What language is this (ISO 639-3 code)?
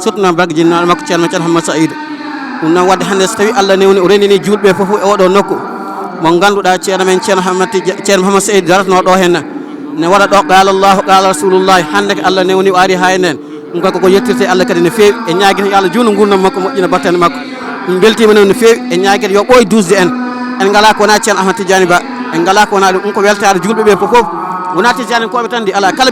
ful